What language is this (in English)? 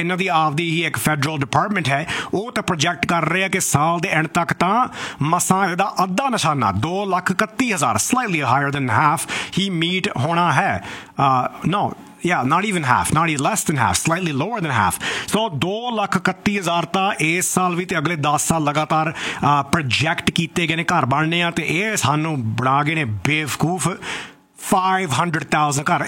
Punjabi